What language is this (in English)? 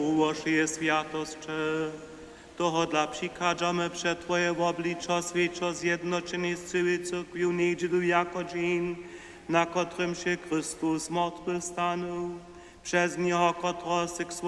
Upper Sorbian